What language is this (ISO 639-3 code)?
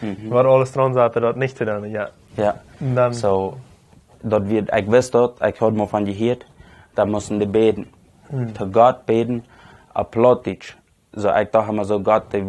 pdt